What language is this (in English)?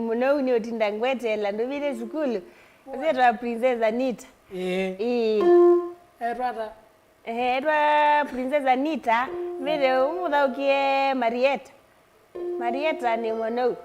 Kamba